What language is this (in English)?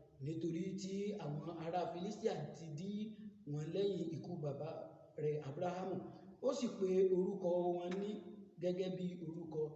Yoruba